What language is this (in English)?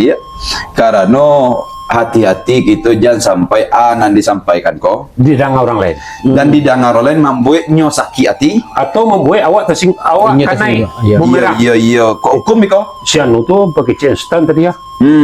Minangkabau